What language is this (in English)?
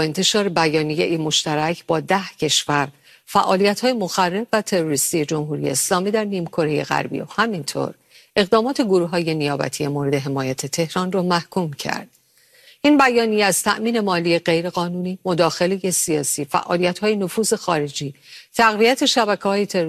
Persian